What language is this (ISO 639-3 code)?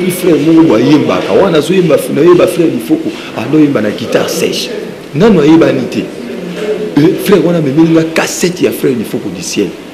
lin